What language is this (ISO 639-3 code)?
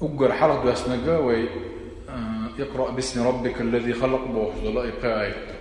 che